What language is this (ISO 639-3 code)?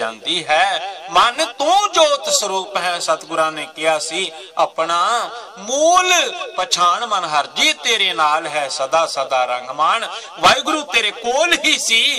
pan